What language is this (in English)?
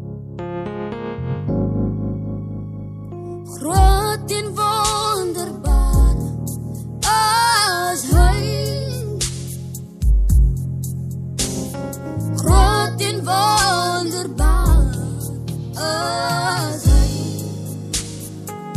Afrikaans